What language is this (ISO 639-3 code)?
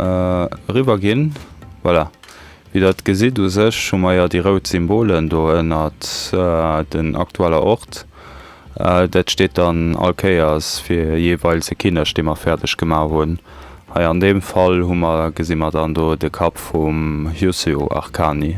ltz